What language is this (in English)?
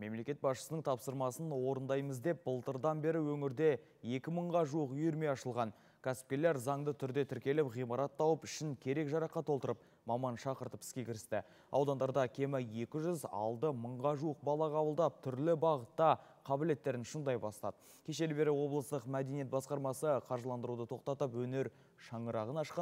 Kazakh